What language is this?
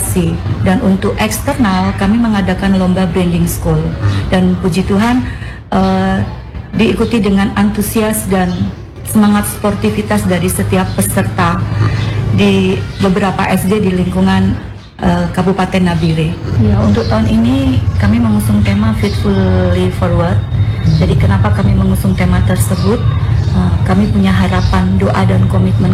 Indonesian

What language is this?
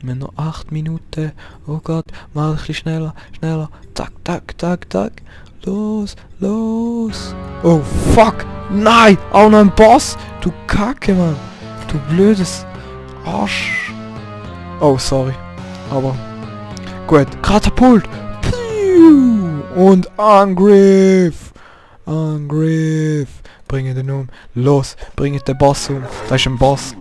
Swiss German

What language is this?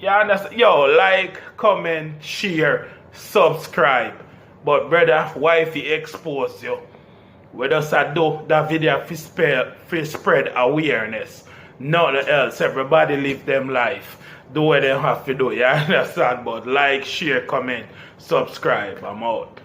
Jamaican Creole English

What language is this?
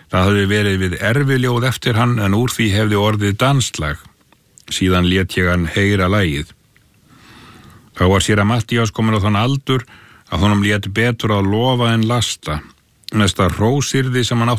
Icelandic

